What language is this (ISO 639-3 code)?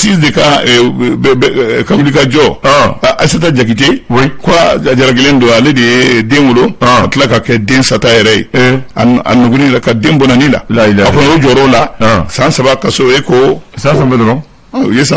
bam